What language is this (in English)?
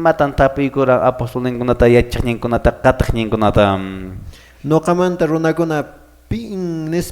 Quechua